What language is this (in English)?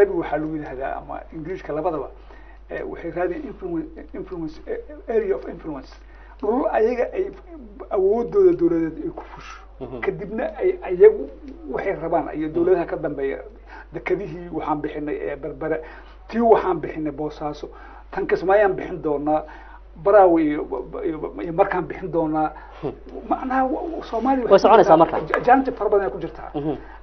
Somali